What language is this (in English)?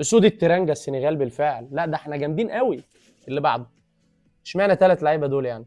Egyptian Arabic